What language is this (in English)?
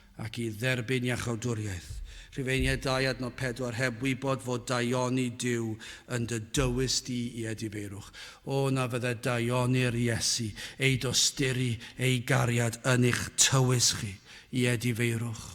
Welsh